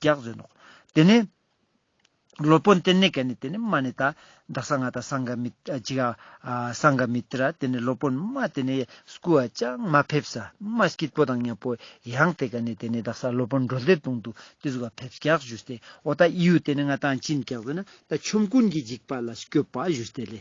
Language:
Ladakhi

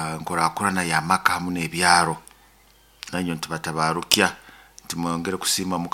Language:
Nyoro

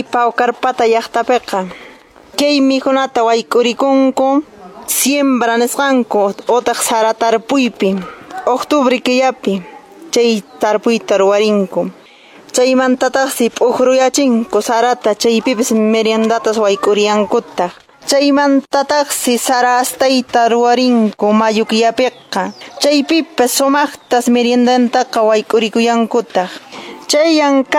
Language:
Quechua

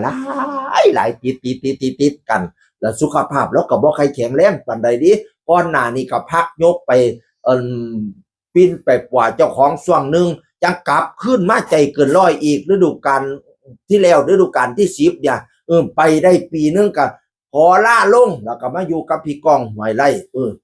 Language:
Northeastern Thai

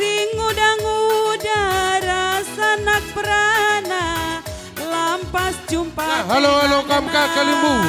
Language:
Batak Karo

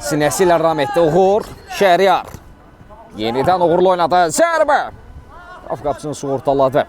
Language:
Azerbaijani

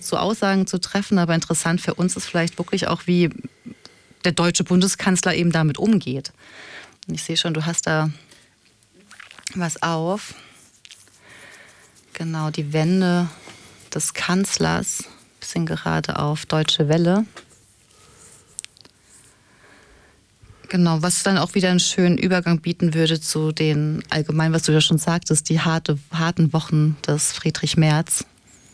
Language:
German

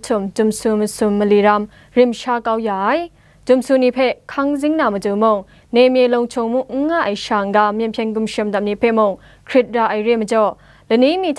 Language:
Kachin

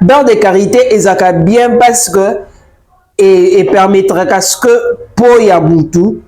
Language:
Lingala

